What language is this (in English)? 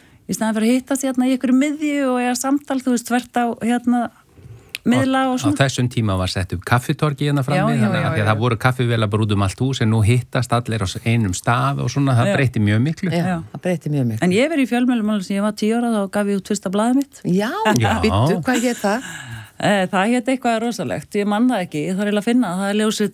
Icelandic